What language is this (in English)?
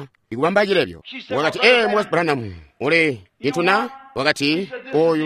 Tonga (Zambia)